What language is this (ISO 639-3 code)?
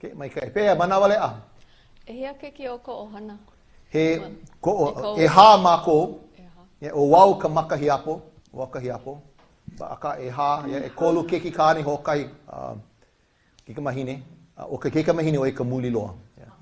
haw